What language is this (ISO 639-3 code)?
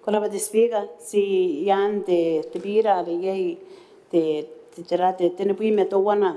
gil